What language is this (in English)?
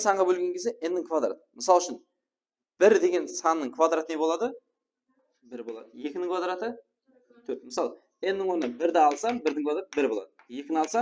Kara-Kalpak